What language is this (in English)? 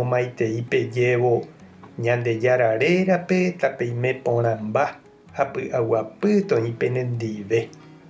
Guarani